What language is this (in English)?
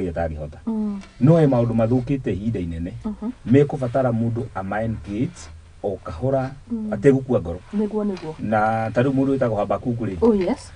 Kikuyu